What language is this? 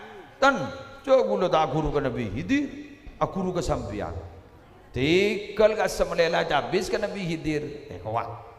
Madurese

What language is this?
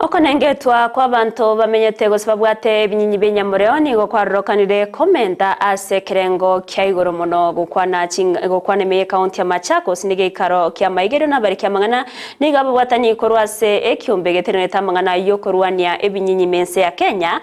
Gusii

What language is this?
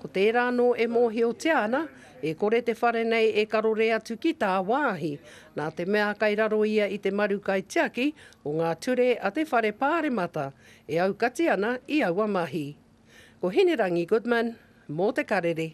Māori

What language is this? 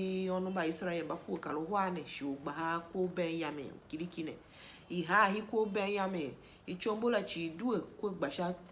Tiv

